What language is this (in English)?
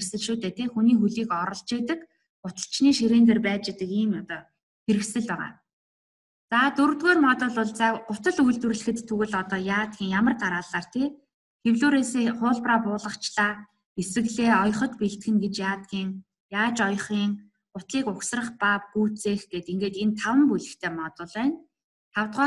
Mongolian